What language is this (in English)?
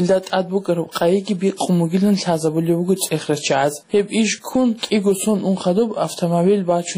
Avaric